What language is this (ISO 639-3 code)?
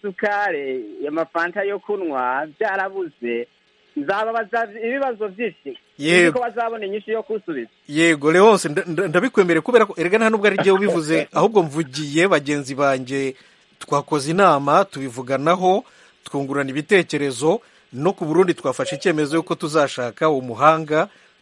kin